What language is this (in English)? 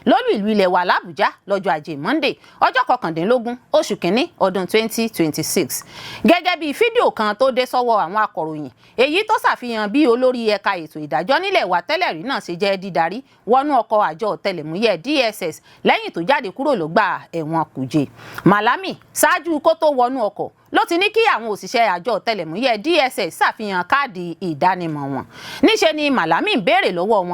Yoruba